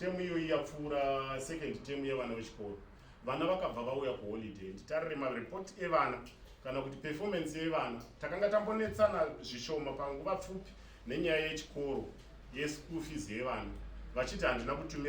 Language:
Shona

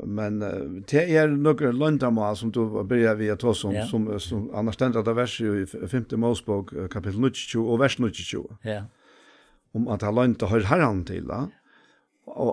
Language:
Faroese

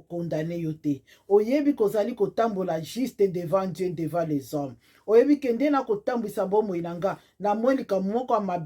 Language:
Lingala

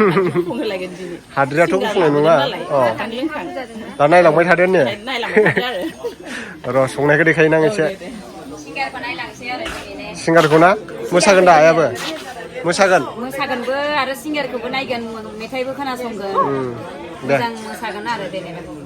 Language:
Bodo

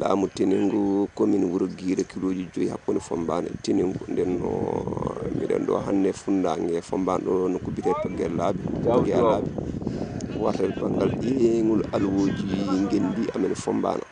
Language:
Fula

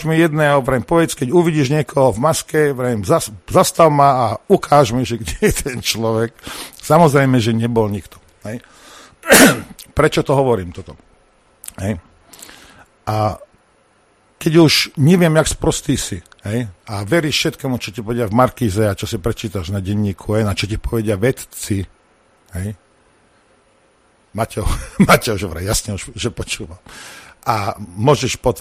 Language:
Slovak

